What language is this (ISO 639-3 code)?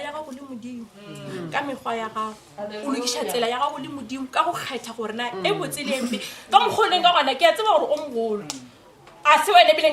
nso